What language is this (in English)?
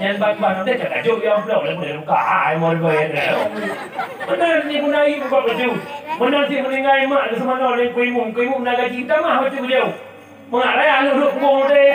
Achinese